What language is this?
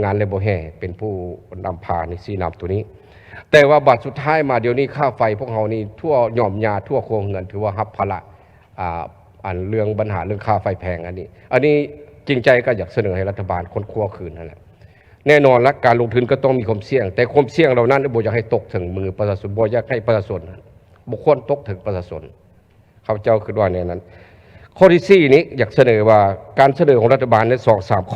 Lao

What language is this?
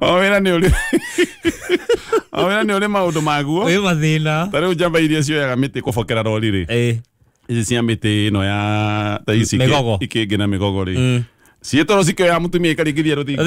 Kikuyu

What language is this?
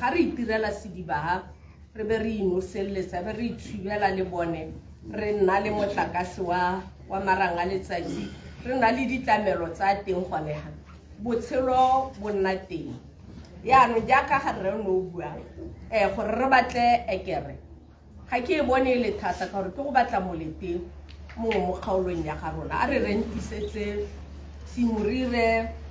Tswana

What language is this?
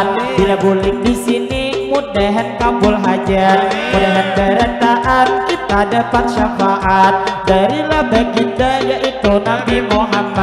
Banjar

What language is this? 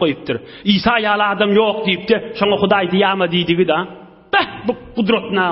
Turkmen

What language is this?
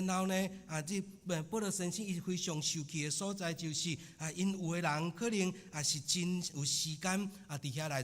Min Nan Chinese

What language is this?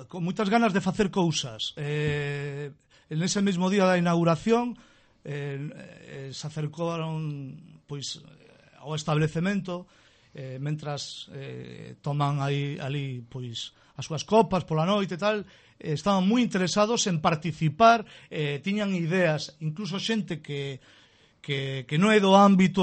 Galician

